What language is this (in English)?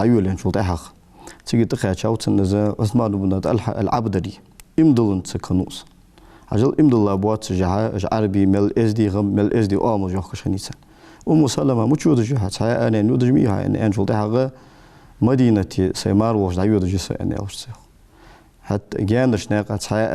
Ingush